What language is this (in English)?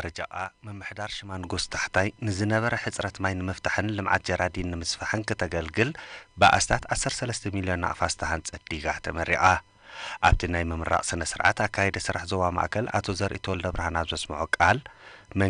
Tigrinya